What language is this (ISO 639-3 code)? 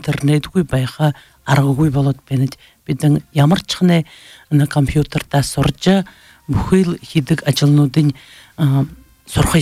bua